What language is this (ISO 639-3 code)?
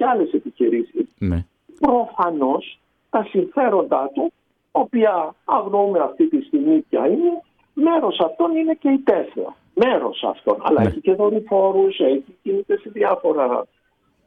ell